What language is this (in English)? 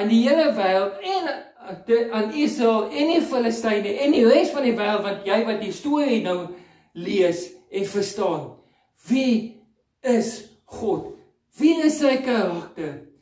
Afrikaans